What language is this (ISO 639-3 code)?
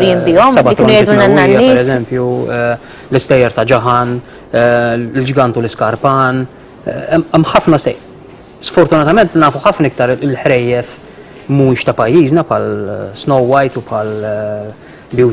mlt